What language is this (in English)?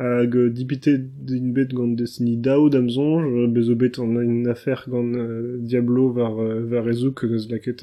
Breton